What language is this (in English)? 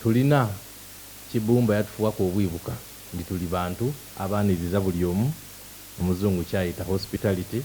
Soga